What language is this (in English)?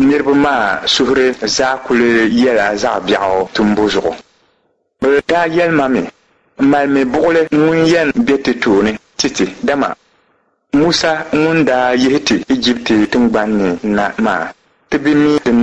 Dagbani